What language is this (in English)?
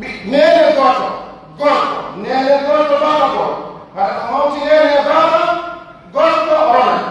Pular